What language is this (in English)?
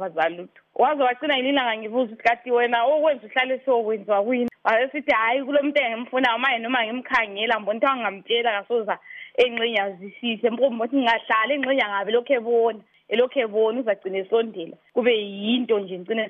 North Ndebele